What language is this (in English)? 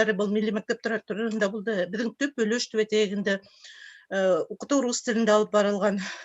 Bashkir